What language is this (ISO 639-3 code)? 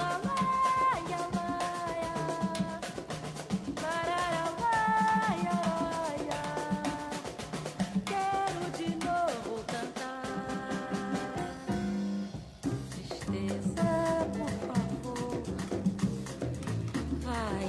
por